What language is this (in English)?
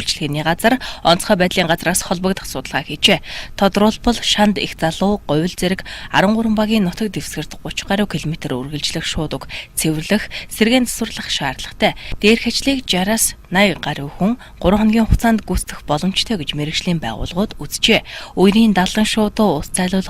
Mongolian